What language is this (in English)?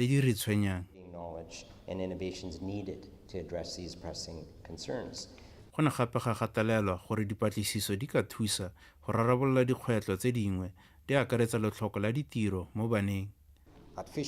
Tswana